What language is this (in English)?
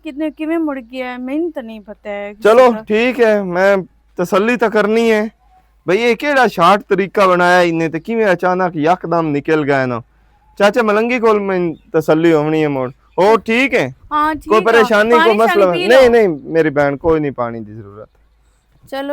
Western Panjabi